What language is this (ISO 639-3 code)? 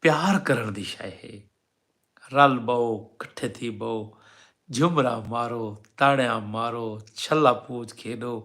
skr